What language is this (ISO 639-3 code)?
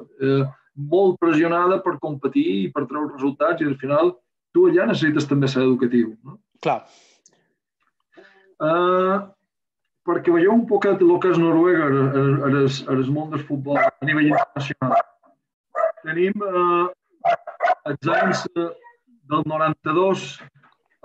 cat